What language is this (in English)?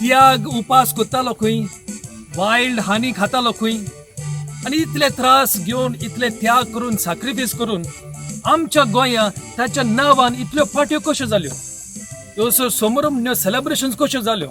Konkani